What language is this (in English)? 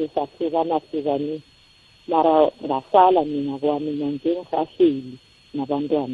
South Ndebele